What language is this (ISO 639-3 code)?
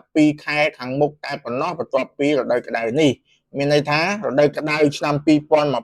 khm